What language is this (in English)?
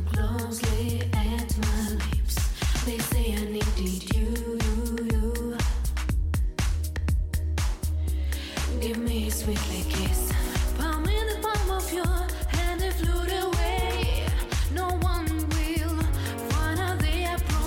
English